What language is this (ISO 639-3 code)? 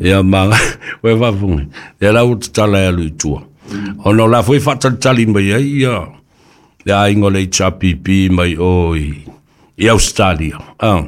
smo